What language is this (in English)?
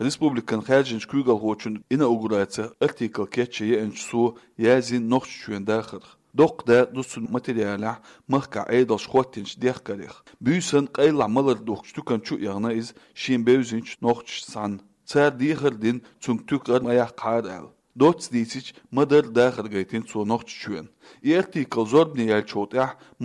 Chechen